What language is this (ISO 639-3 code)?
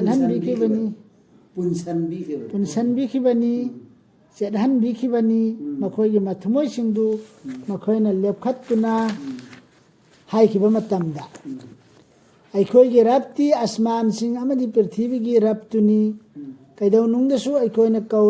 mni